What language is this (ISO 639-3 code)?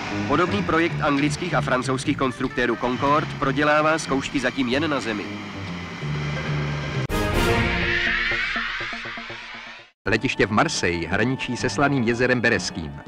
ces